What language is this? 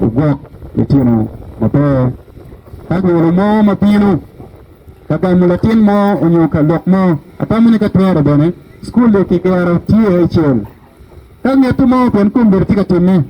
Acoli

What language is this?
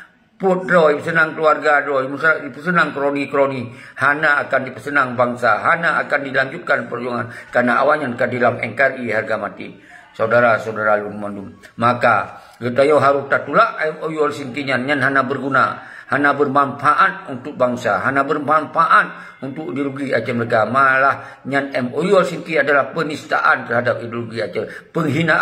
Achinese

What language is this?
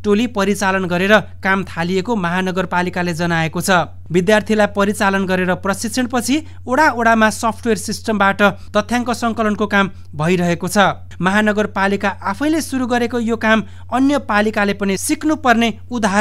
Nepali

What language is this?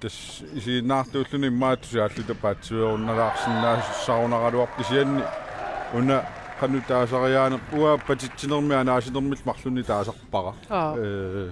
Kalaallisut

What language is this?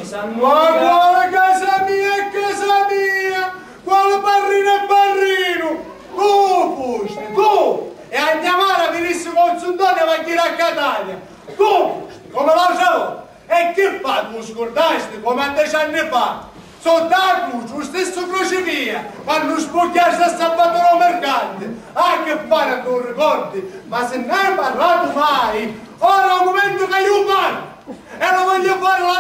Sicilian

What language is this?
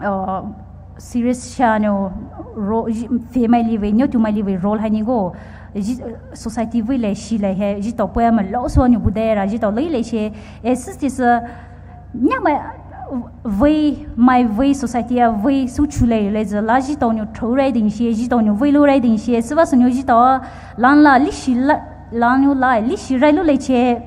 Poumei Naga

